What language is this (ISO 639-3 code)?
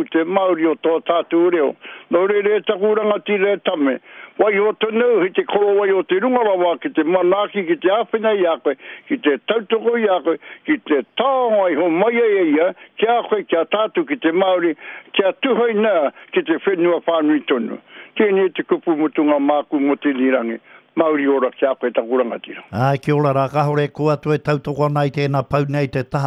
mri